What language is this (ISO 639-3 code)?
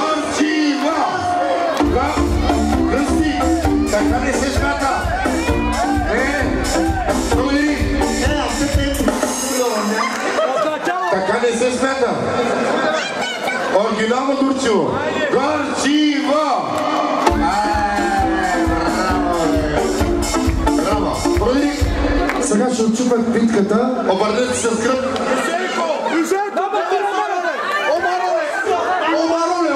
bul